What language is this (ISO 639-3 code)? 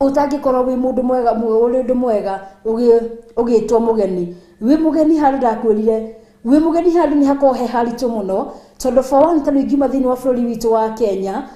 kik